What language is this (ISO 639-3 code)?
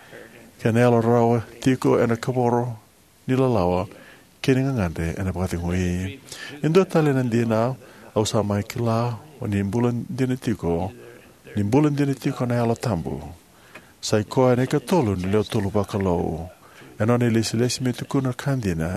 fij